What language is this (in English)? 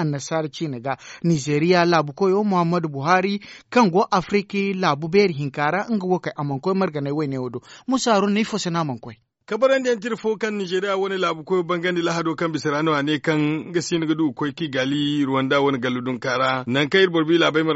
Zarma